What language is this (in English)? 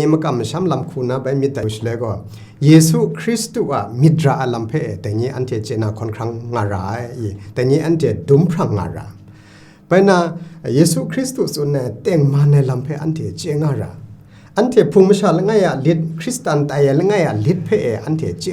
Kachin